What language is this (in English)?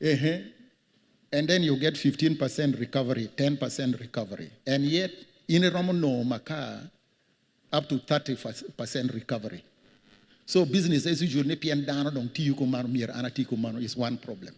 Acoli